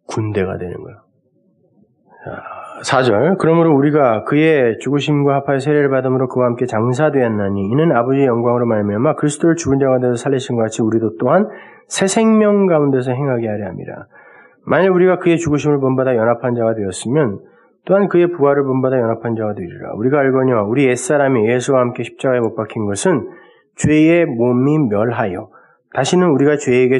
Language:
Korean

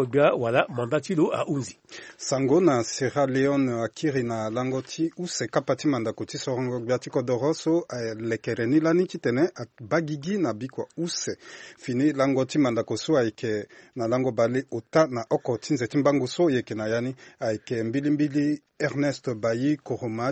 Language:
Sango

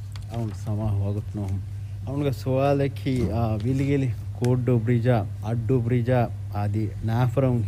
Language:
Divehi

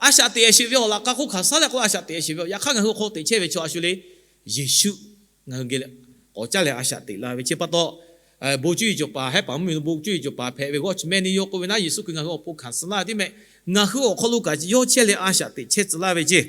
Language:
Lahu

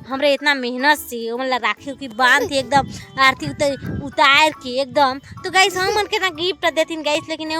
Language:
Chhattisgarhi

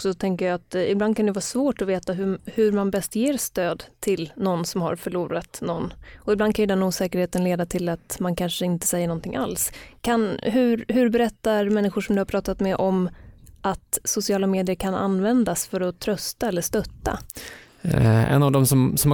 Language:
Swedish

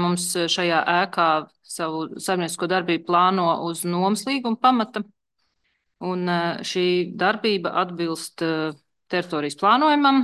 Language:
Latvian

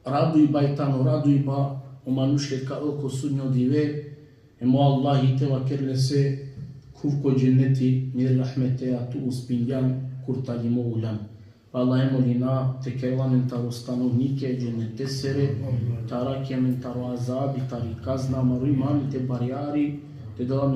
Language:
Balkan Romani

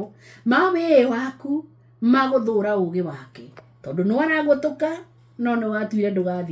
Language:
Kikuyu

